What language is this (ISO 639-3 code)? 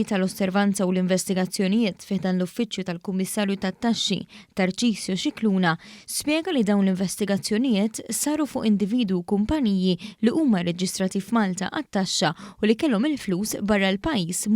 mlt